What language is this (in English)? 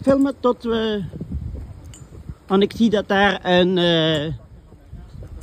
Dutch